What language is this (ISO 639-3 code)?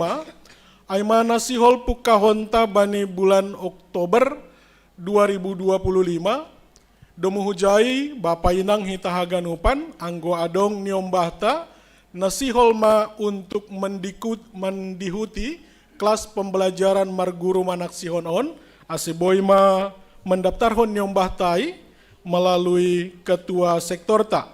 bts